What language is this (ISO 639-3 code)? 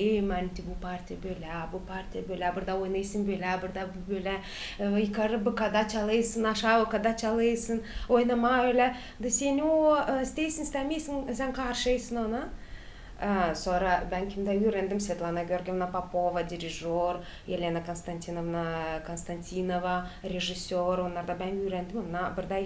gag